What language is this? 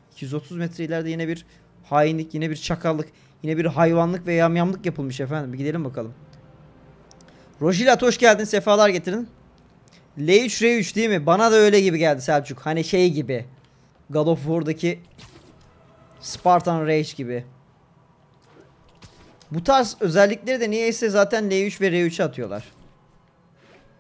Turkish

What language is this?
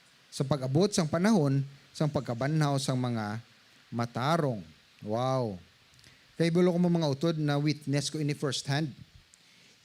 Hiligaynon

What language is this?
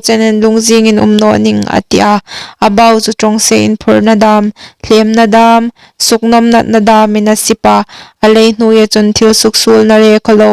Hmar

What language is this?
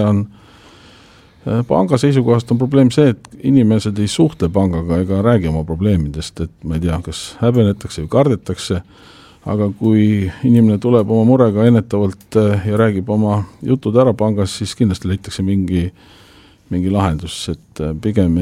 Estonian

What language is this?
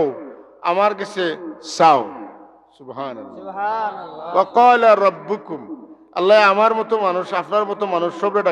Sylheti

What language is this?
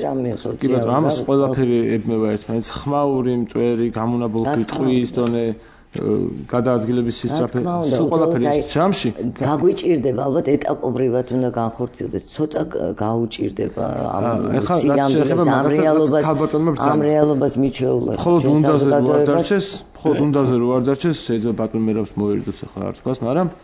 Georgian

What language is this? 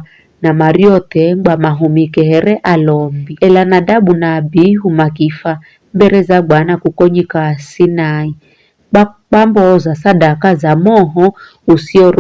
Giryama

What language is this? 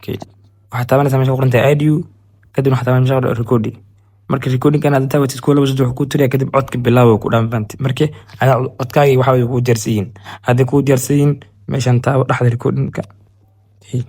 Somali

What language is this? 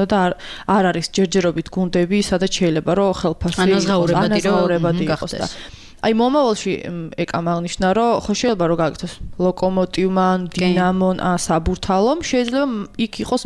Georgian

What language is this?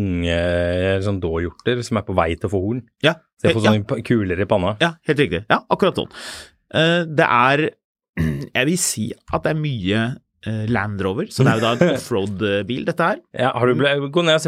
Norwegian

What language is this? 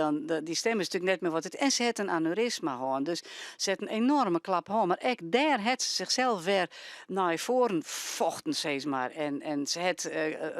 Western Frisian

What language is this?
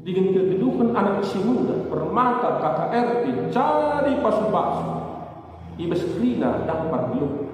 Batak Karo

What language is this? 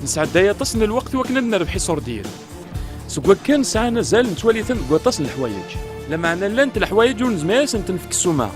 Kabyle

